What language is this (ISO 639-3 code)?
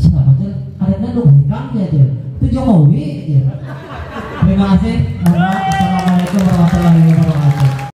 bjn